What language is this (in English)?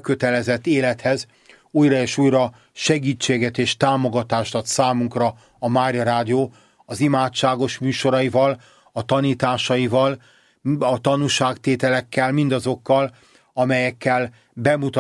Hungarian